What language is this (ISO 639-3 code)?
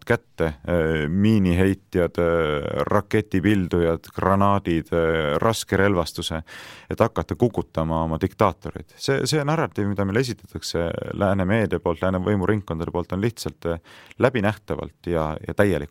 est